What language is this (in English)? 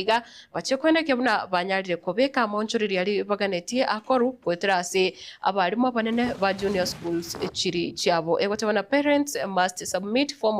Gusii